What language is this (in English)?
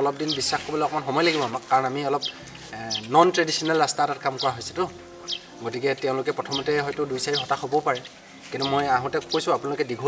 Assamese